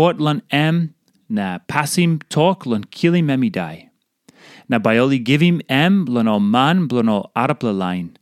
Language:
Tok Pisin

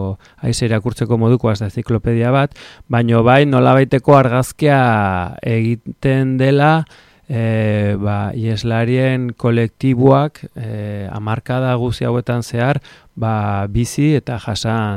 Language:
Basque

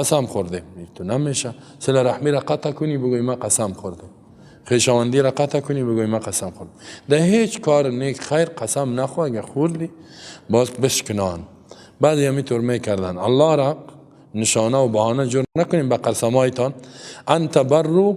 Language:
Persian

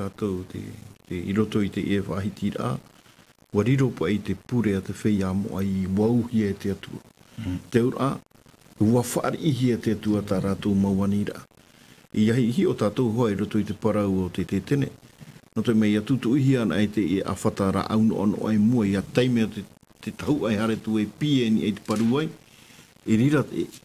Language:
Tahitian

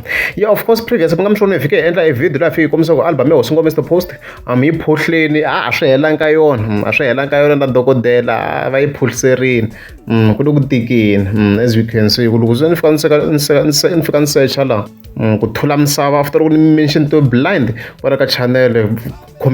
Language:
Tsonga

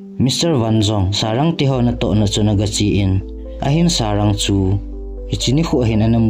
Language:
Thado Chin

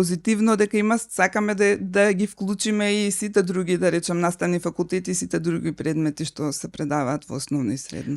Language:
Macedonian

